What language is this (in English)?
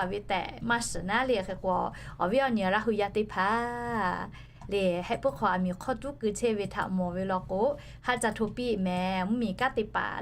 Lahu